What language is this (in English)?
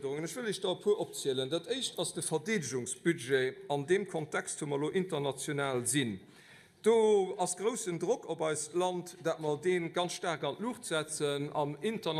Luxembourgish